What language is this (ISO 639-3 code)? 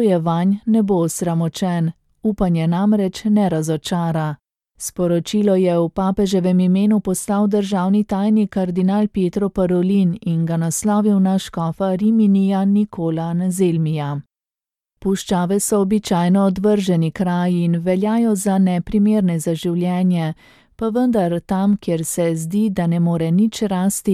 slv